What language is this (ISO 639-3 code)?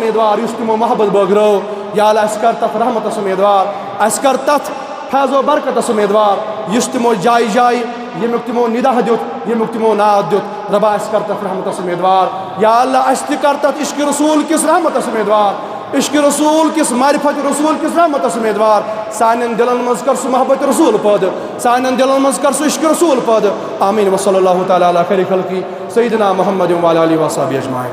kas